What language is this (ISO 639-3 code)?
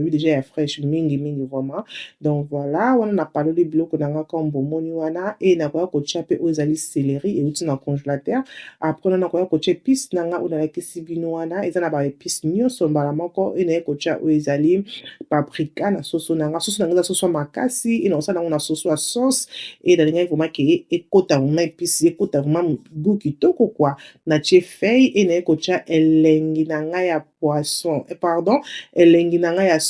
lin